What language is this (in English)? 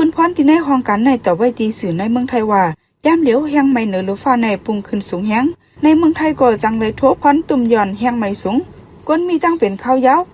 Shan